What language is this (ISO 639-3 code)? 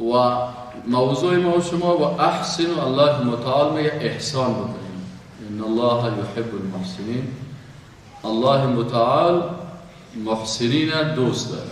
fas